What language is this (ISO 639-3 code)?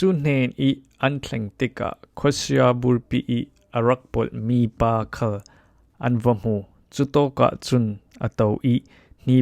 cfm